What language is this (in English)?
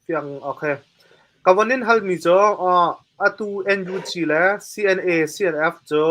Hakha Chin